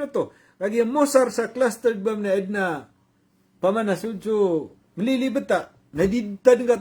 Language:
Maranao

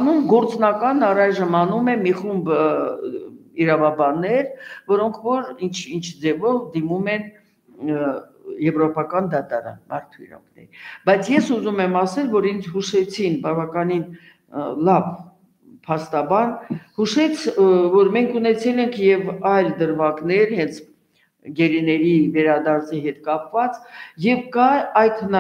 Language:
Armenian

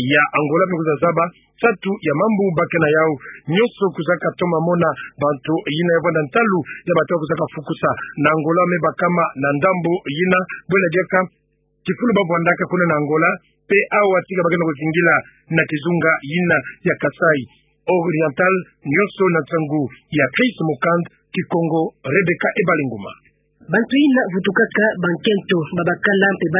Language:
Kituba (Democratic Republic of Congo)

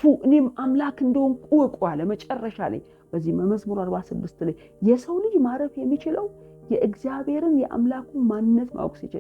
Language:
Amharic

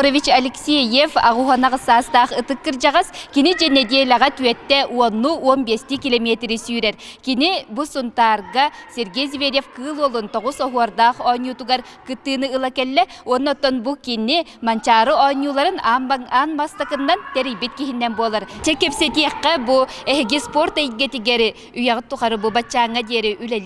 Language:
Yakut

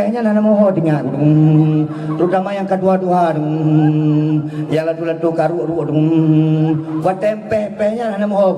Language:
Achinese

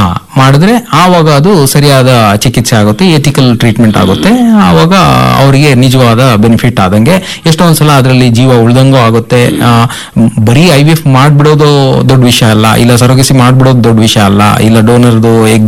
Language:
Kannada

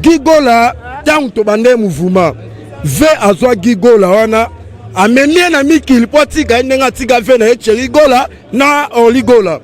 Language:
Lingala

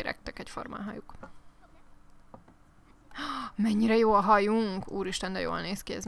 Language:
Hungarian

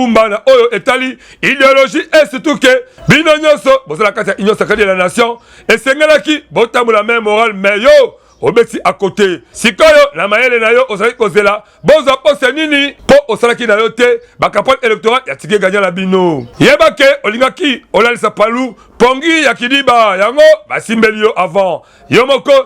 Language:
Lingala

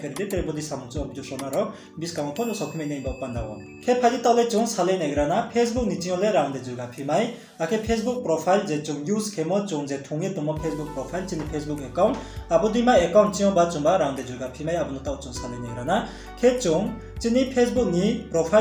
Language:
Riang (India)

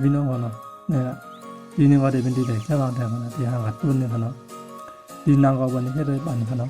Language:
Shan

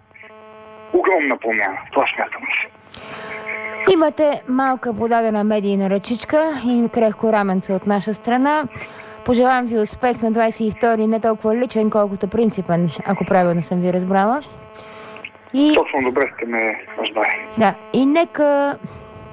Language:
Bulgarian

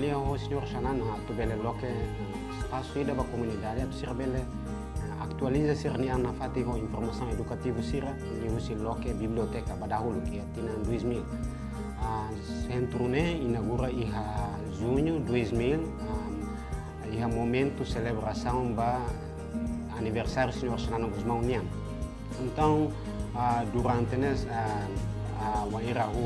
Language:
Tetum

